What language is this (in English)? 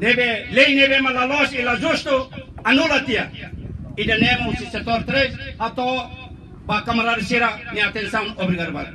Tetum